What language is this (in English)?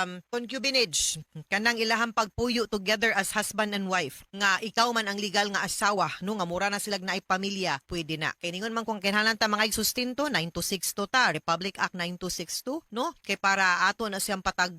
Cebuano